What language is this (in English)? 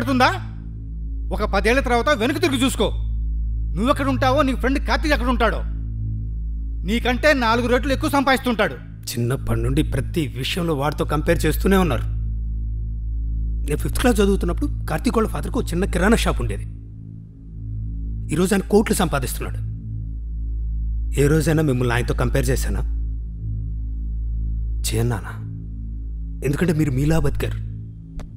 Telugu